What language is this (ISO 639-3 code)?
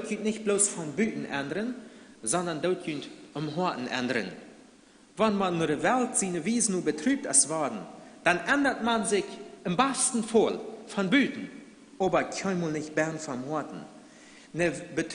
pdt